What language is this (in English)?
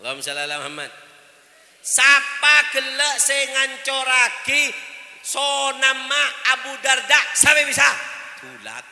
Madurese